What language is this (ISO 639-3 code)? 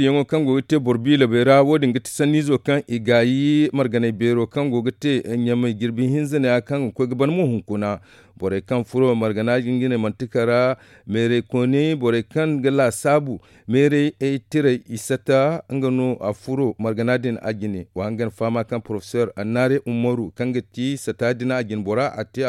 dje